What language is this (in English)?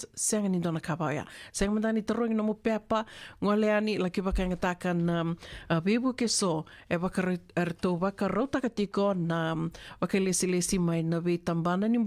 Fijian